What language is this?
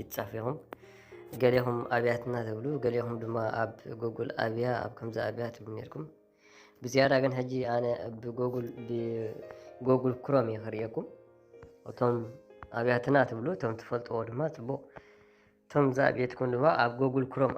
Tigrinya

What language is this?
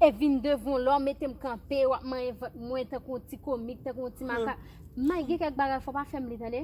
Haitian Creole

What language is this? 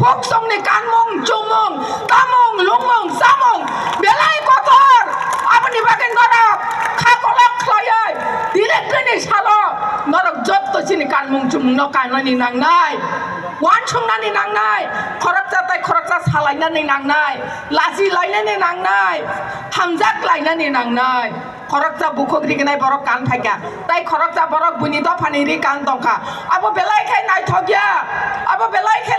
Kok Borok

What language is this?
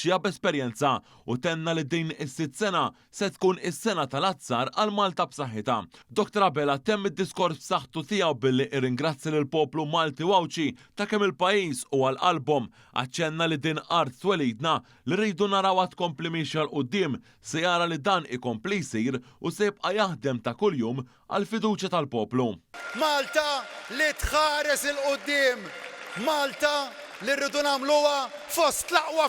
Maltese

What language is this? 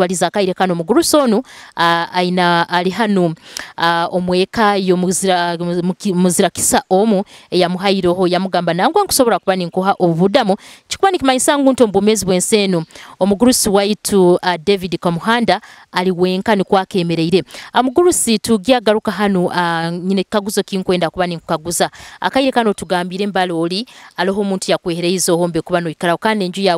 Nyoro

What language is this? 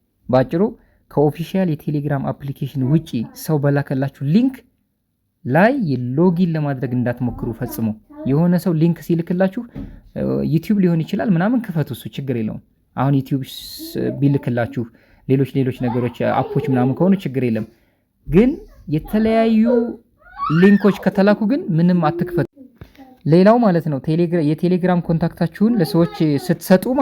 Amharic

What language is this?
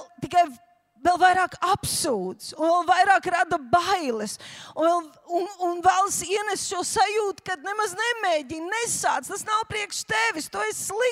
Latvian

